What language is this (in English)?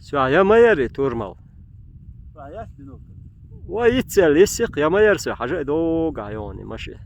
Chechen